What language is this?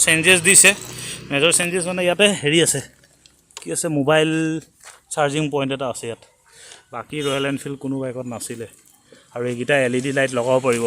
Assamese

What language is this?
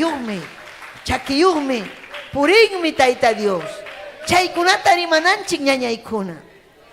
Ayacucho Quechua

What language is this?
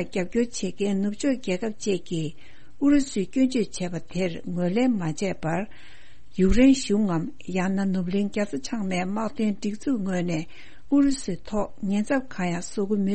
Tibetan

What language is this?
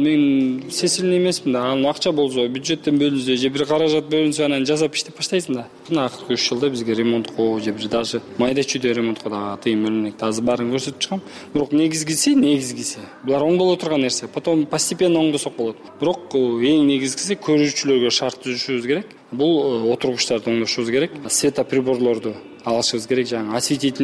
Kyrgyz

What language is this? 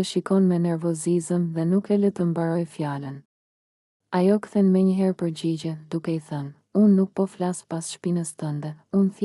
Albanian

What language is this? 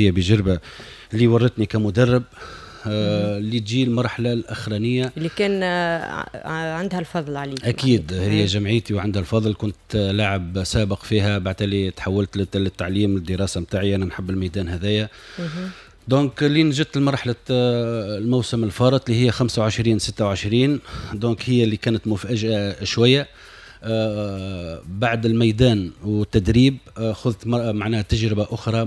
Tunisian Arabic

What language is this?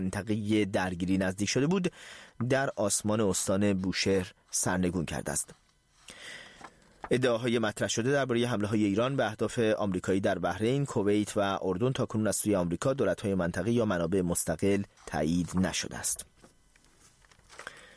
Persian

